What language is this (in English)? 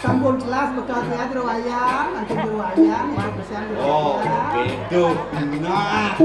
Balinese